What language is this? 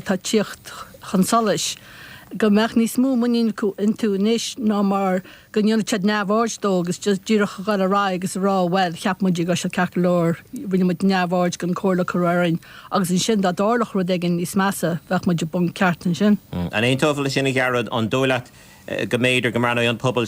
Irish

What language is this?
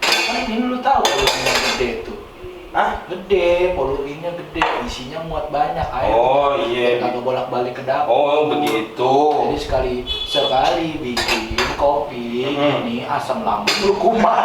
Betawi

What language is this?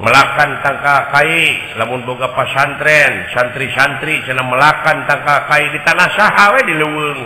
Sundanese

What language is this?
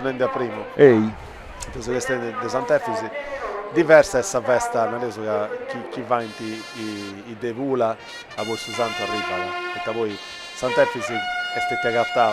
Sardinian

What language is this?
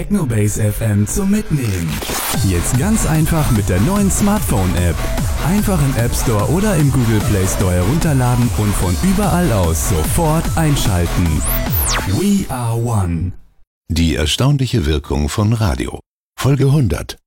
German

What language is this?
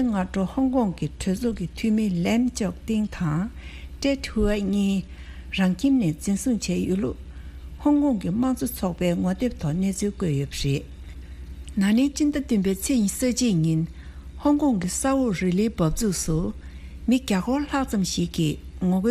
Tibetan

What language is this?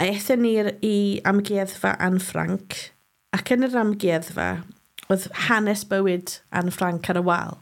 Welsh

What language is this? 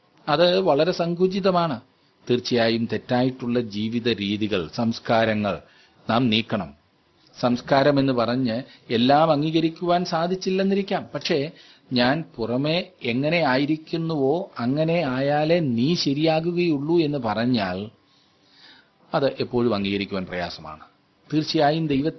Malayalam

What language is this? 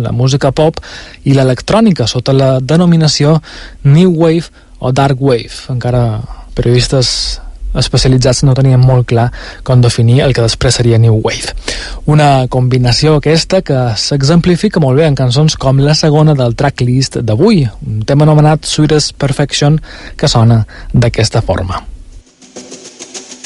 Catalan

